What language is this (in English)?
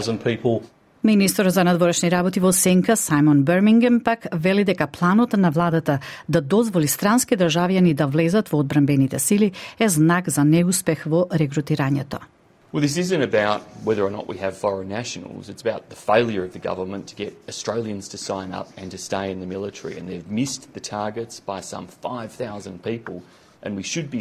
Macedonian